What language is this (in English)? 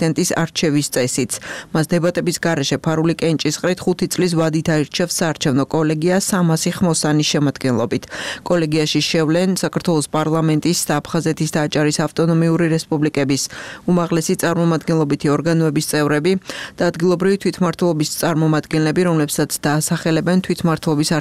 Georgian